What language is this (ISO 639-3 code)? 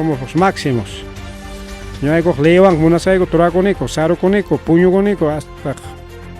quy